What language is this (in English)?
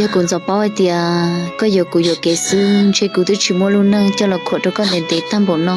Hmong